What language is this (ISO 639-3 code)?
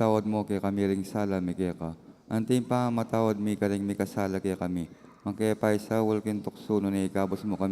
pam